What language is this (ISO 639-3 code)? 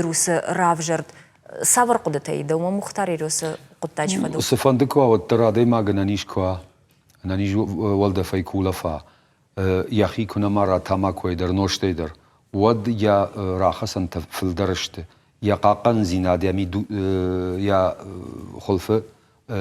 oss